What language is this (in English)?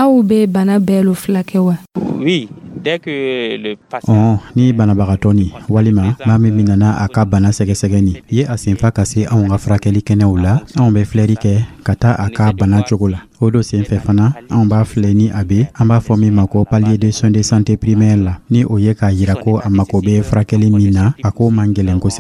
Dyula